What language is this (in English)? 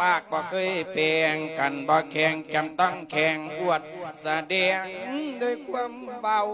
Lao